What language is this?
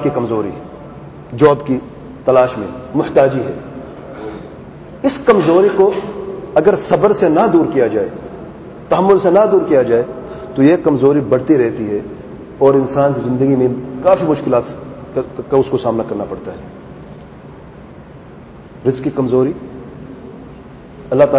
Urdu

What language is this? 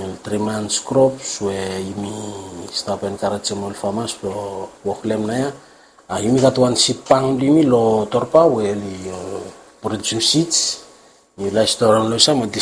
Bislama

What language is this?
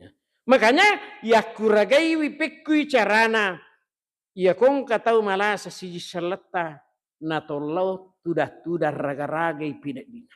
Buginese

